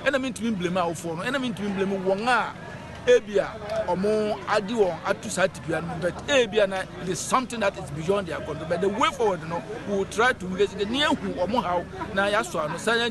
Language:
Akan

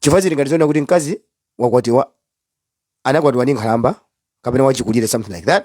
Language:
Nyanja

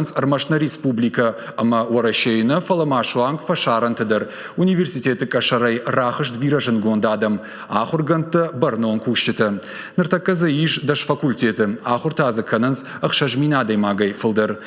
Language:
Ossetic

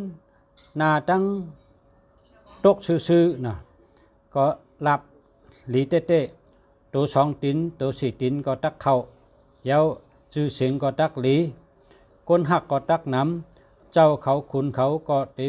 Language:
Shan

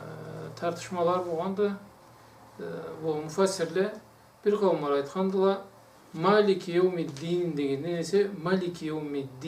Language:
Karachay-Balkar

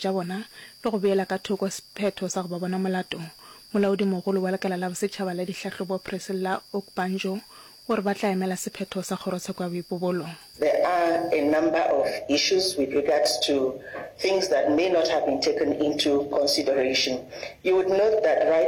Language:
Northern Sotho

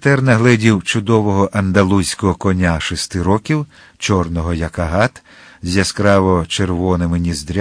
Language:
Ukrainian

